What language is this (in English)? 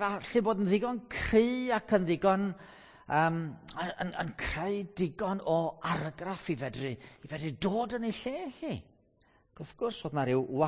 Welsh